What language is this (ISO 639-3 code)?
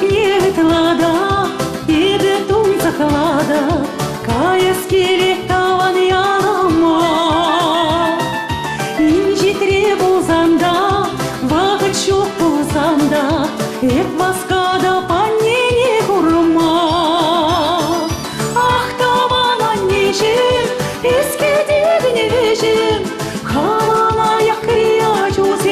chv